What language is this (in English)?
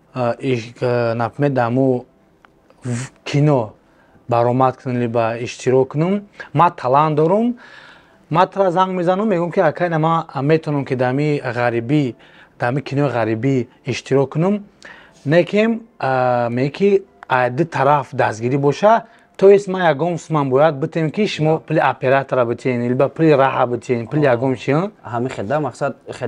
Tajik